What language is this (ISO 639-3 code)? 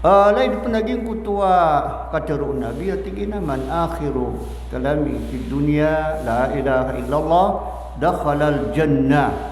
mrw